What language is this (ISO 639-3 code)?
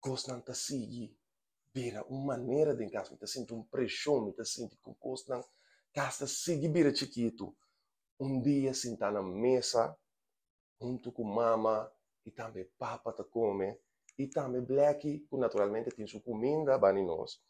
pap